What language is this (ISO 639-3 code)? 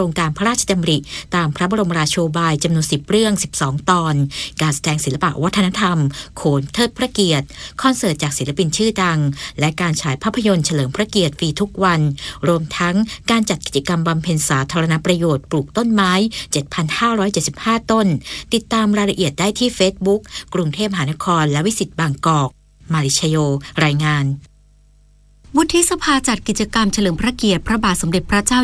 tha